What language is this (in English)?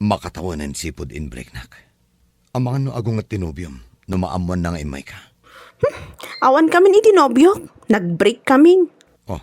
Iloko